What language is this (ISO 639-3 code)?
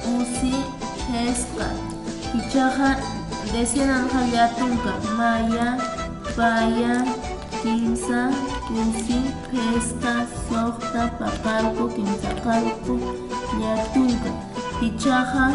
aym